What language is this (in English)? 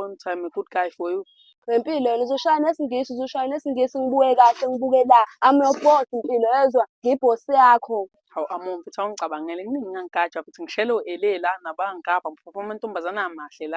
Zulu